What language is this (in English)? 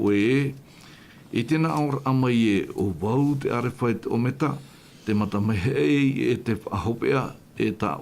Tahitian